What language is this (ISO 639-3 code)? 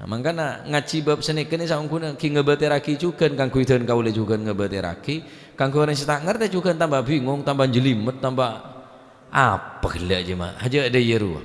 mad